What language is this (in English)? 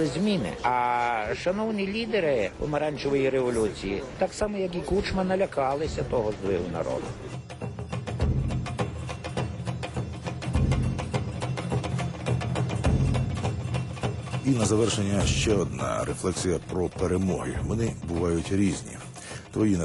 Ukrainian